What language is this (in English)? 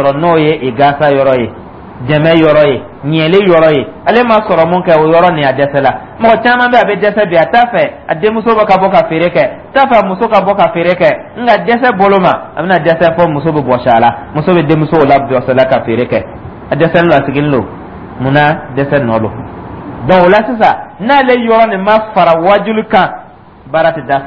Dyula